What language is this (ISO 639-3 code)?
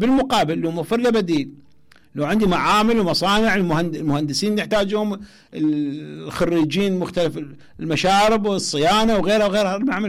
acm